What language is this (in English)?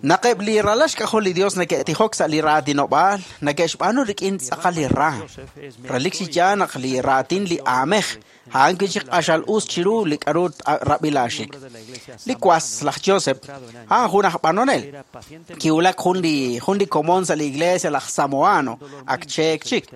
Kekchí